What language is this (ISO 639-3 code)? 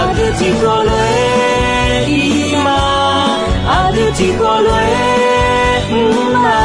ahk